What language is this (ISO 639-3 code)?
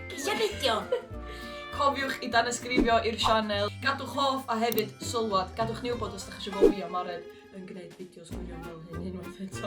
cym